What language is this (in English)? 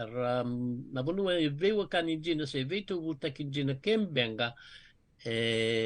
Fijian